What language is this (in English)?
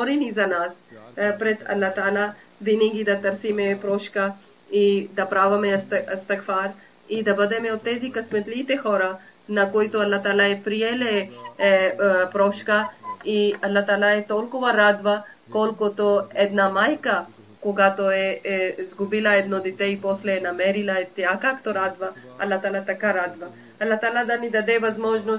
Bulgarian